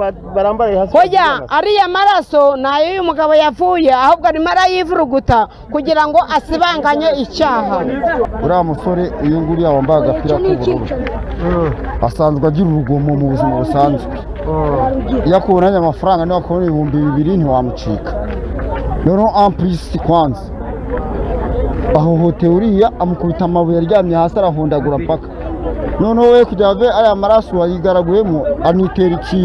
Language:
Kinyarwanda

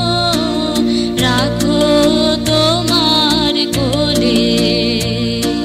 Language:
Bangla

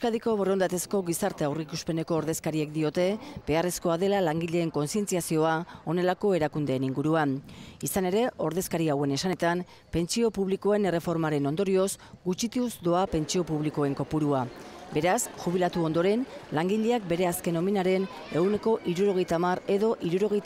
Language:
Basque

